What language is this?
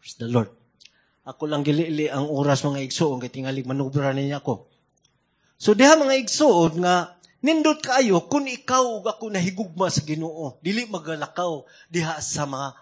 Cebuano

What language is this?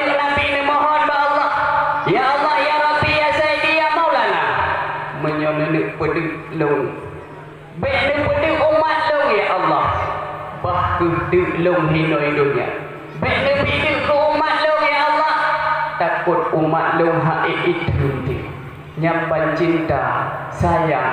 Achinese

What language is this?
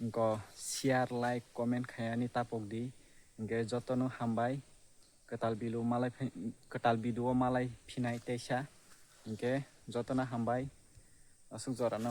Kok Borok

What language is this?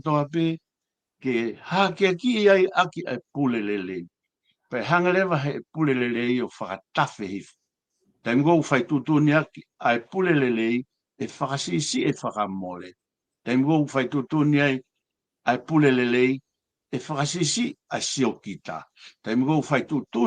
Tongan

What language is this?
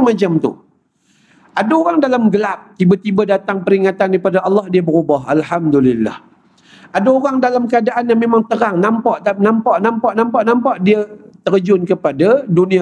Malay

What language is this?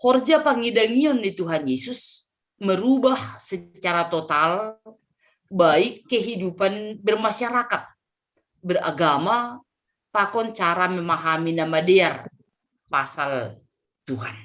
Batak Simalungun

